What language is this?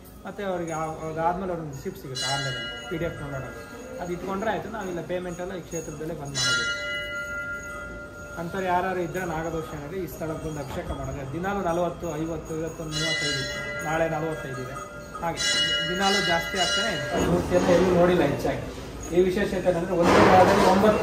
Kannada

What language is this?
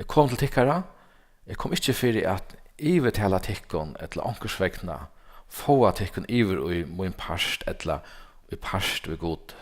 Faroese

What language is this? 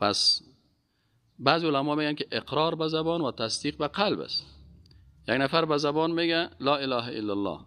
Persian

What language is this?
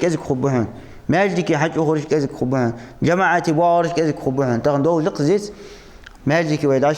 Ingush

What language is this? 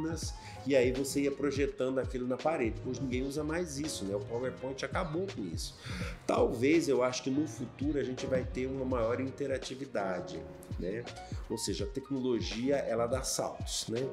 Portuguese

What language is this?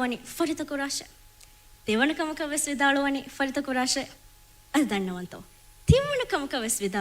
Divehi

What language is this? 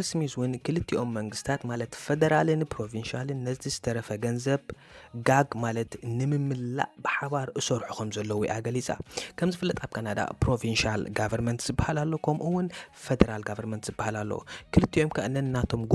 Tigrinya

